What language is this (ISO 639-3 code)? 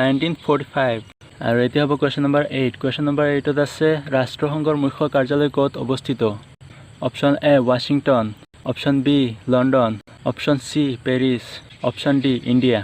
asm